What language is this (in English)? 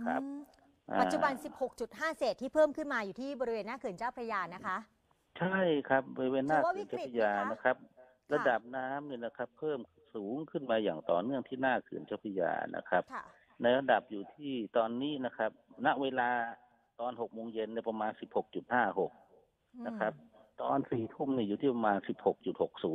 Thai